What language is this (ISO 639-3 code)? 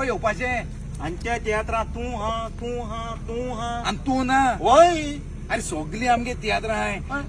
kok